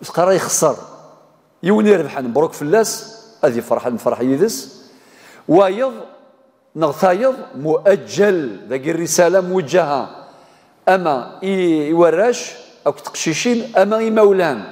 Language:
Kabyle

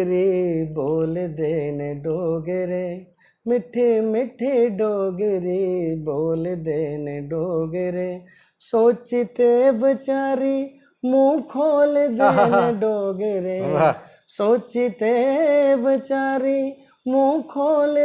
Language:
Dogri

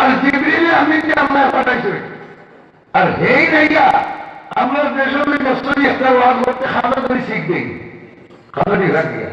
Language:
Sylheti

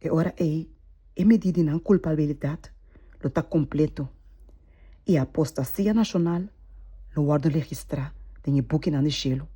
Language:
Papiamento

